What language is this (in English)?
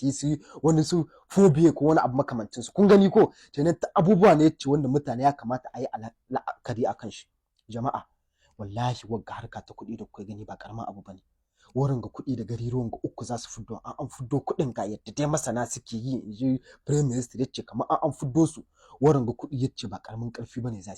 Hausa